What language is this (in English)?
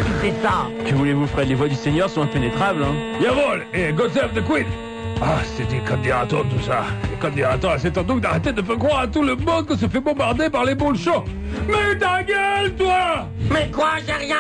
French